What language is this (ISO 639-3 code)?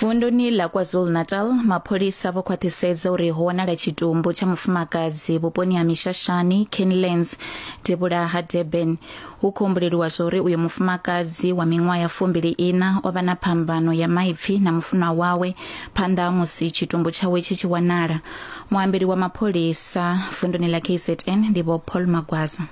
ven